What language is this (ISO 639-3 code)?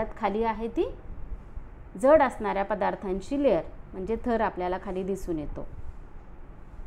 mar